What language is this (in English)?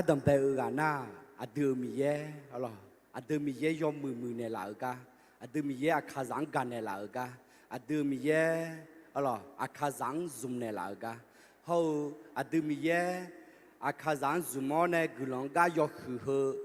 Akha